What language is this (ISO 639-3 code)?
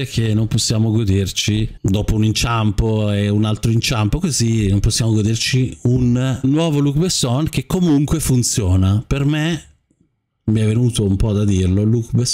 ita